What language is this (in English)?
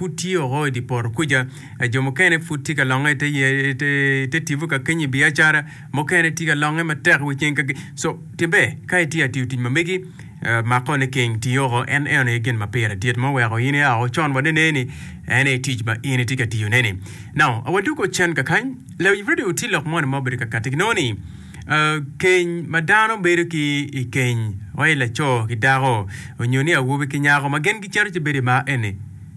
Acoli